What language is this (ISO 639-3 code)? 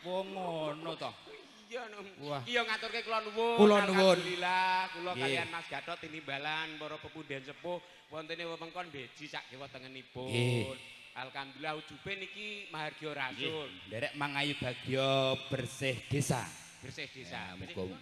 jav